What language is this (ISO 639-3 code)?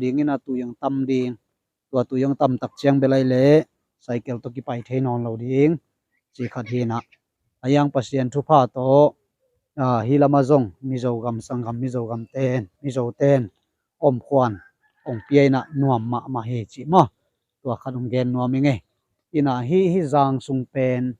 ctd